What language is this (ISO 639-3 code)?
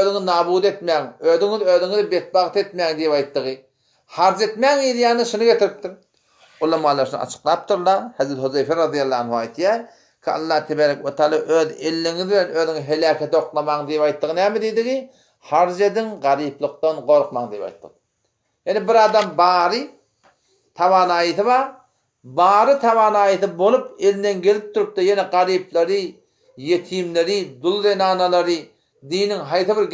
tuk